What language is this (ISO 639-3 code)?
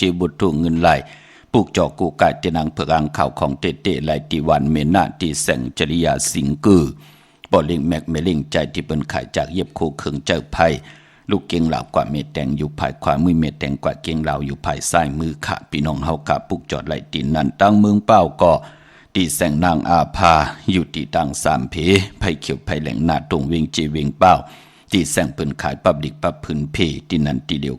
shn